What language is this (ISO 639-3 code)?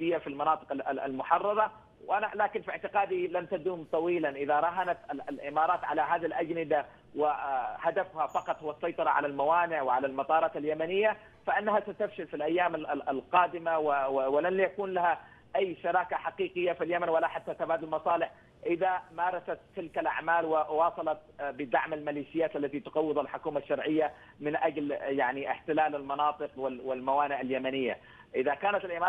ara